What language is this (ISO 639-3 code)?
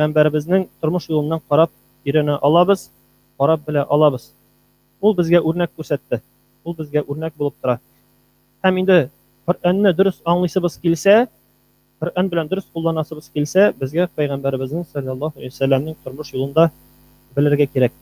tat